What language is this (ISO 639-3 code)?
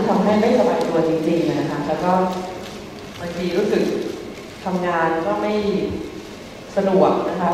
tha